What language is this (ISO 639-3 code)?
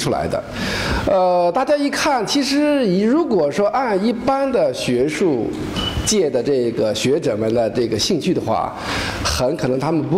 zho